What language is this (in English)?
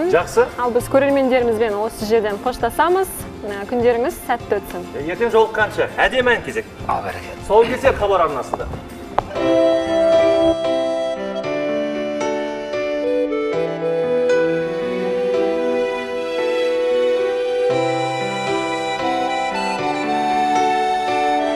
Kazakh